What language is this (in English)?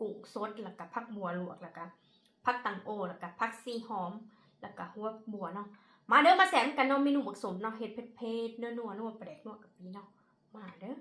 Northeastern Thai